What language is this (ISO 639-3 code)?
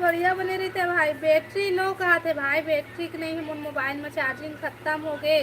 hne